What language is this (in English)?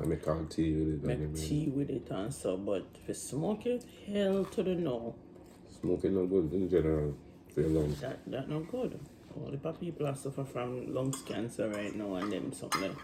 Jamaican Creole English